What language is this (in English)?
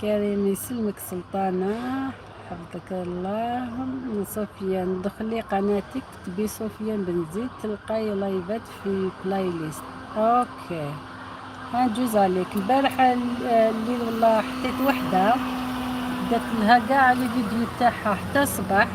Algerian Arabic